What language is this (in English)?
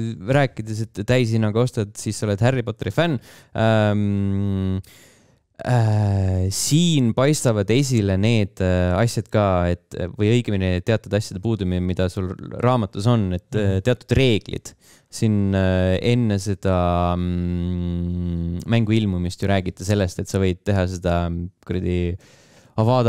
Estonian